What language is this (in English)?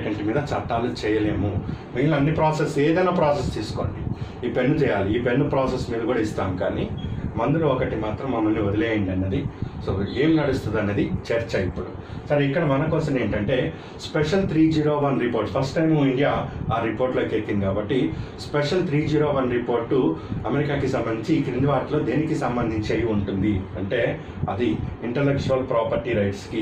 Telugu